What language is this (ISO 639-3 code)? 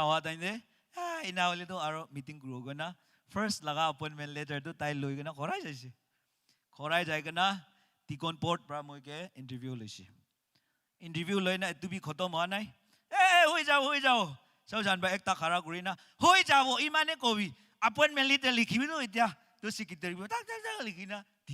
nag